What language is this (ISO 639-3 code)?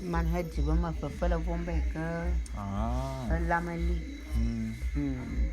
bum